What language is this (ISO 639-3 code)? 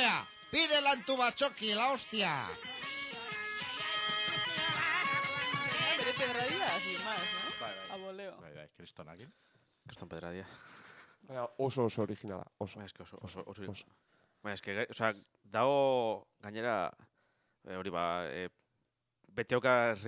eus